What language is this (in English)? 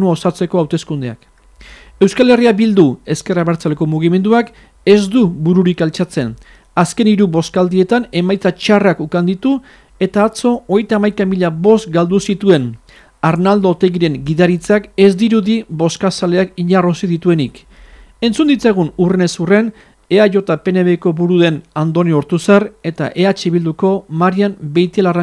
Basque